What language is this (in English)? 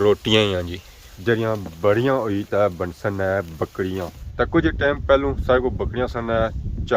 Pahari-Potwari